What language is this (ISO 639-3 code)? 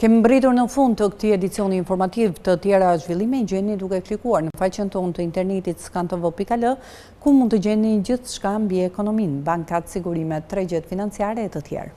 sqi